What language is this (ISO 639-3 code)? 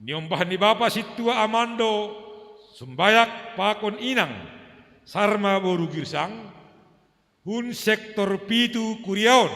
bts